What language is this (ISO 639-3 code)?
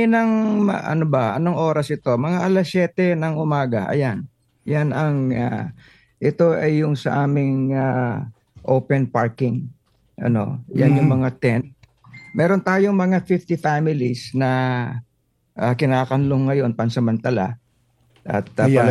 fil